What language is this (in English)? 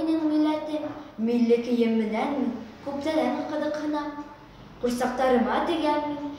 Bashkir